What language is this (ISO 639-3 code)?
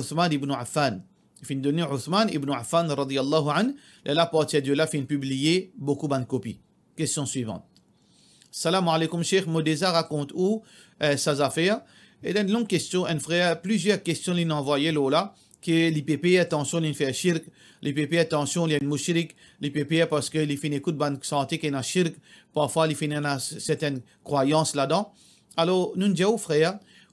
mfe